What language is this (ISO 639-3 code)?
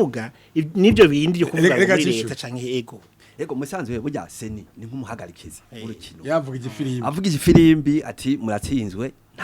run